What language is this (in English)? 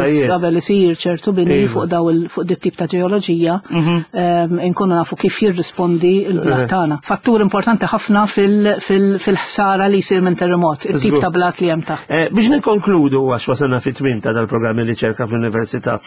Maltese